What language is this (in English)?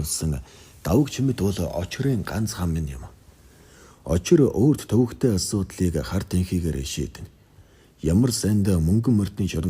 Mongolian